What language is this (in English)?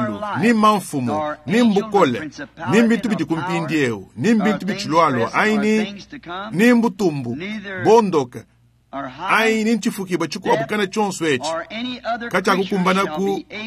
Luba-Lulua